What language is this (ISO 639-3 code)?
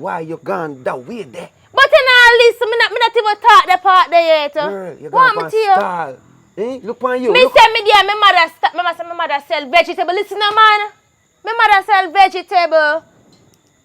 jam